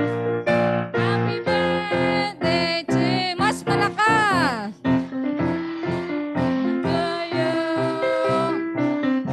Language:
Filipino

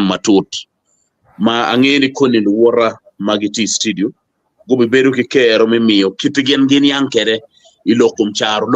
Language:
Acoli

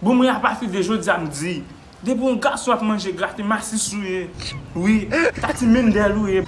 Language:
Haitian Creole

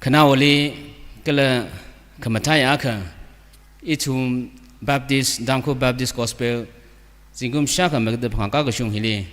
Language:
Tangkhul Naga (India)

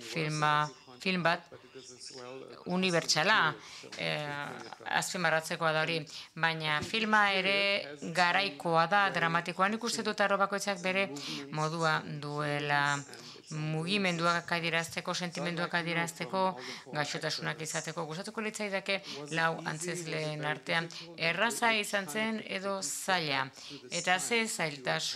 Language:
Basque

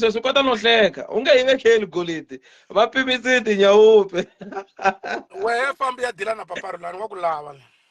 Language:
Tsonga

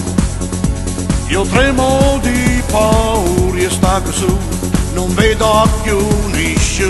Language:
Italian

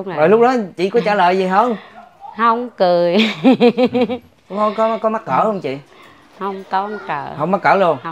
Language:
Vietnamese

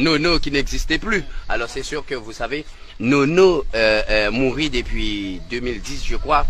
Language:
Haitian Creole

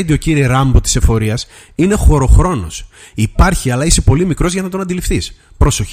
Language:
Greek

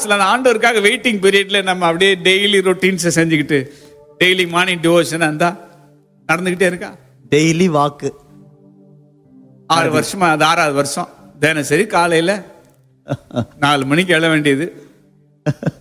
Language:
Tamil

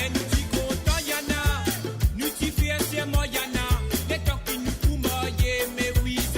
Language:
Morisyen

